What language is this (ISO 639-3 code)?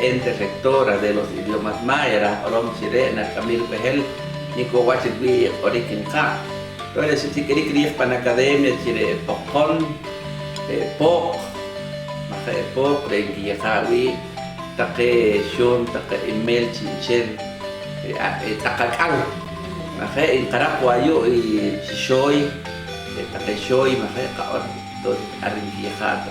poh